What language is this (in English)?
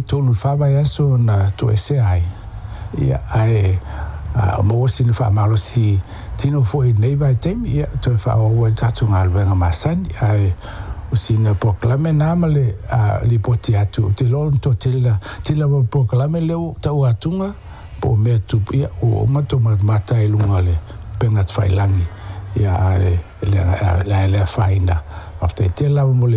Samoan